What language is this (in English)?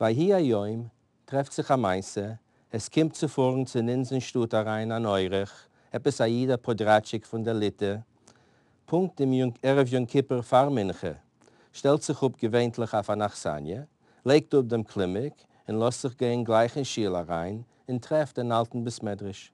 Yiddish